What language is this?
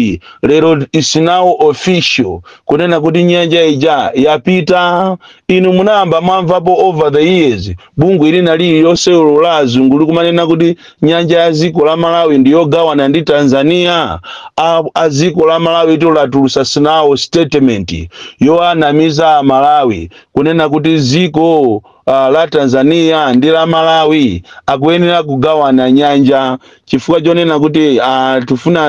Nyanja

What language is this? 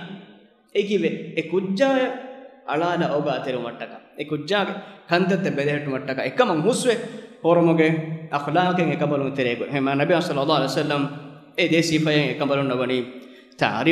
Divehi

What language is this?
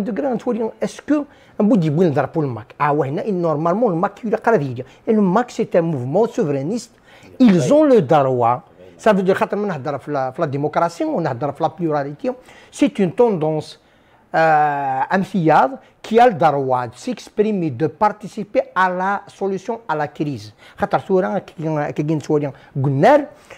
Kabyle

